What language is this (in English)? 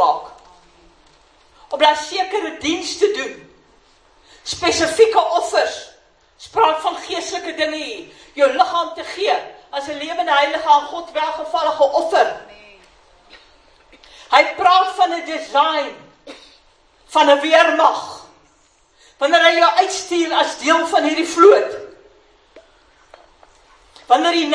Afrikaans